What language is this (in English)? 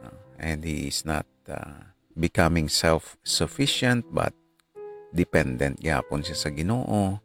Hiligaynon